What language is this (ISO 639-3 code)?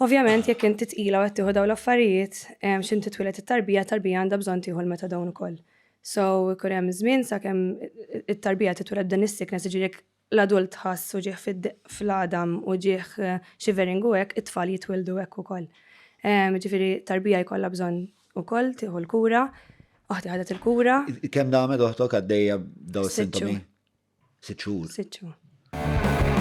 mlt